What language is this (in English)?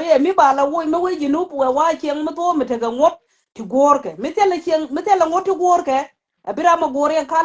Nuer